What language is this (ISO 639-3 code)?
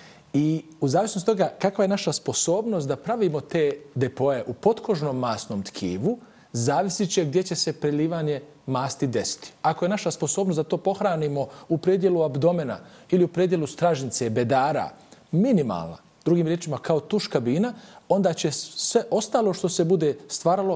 bos